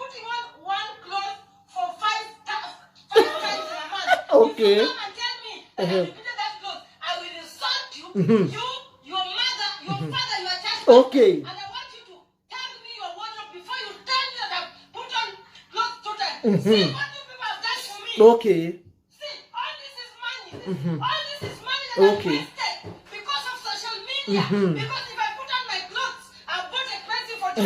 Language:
Nigerian Pidgin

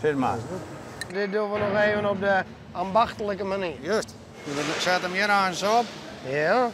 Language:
Western Frisian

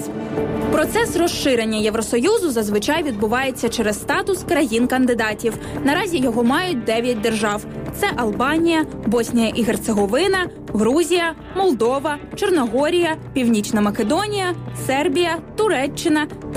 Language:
Ukrainian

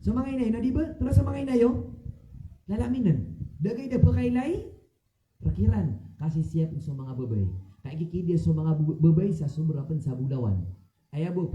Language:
Maranao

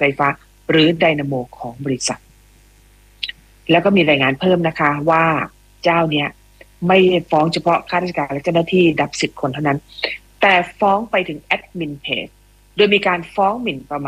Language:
Thai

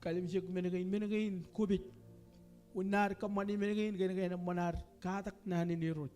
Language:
Marshallese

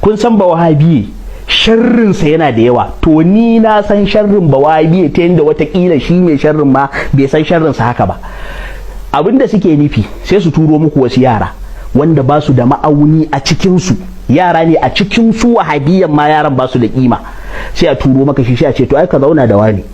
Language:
Hausa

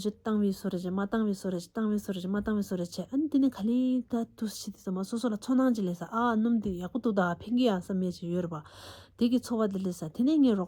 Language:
Tibetan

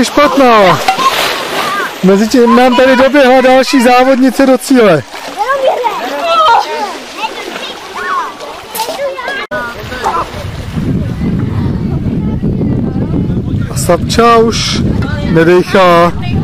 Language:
Czech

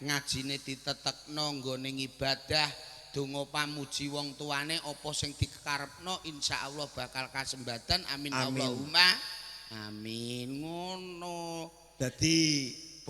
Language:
Javanese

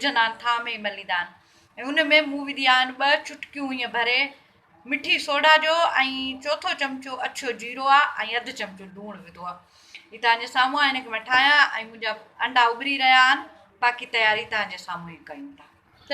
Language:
Sindhi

